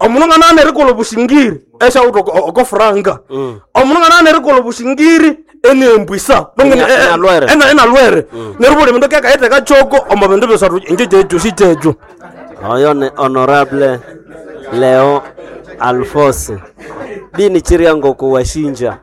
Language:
Nande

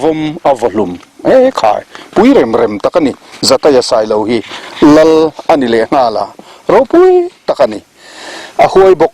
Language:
Mizo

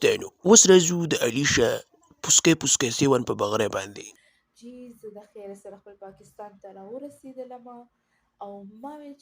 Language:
Pashto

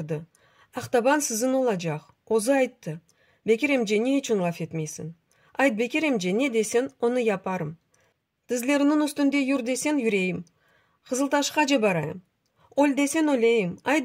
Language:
Crimean Tatar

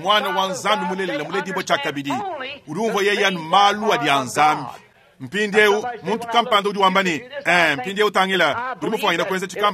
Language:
Luba-Lulua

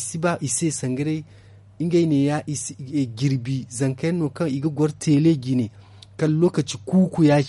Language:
Zarma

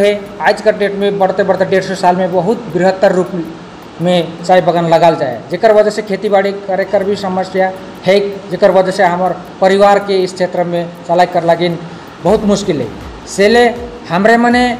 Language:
Sadri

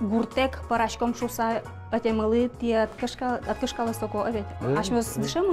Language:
Udmurt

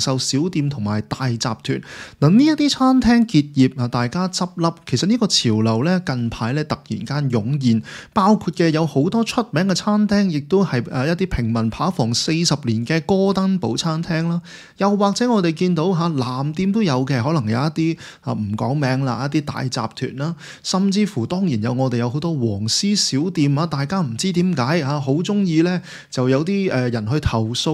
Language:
Cantonese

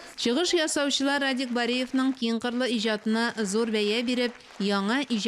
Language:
Tatar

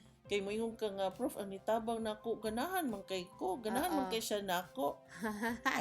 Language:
Cebuano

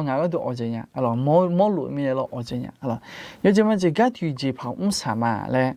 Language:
Akha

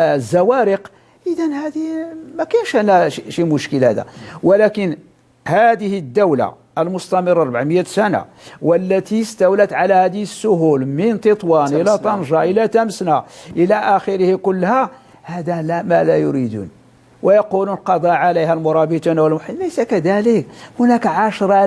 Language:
Moroccan Arabic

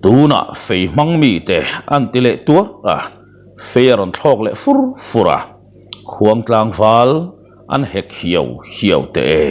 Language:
Mizo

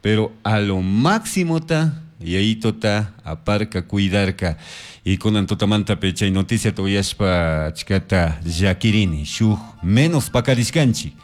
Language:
Chimborazo Highland Quichua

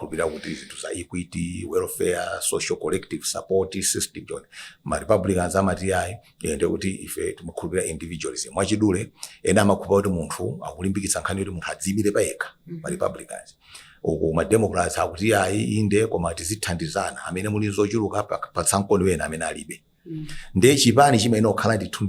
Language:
Nyanja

